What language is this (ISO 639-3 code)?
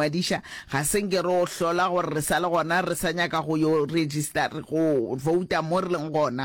nso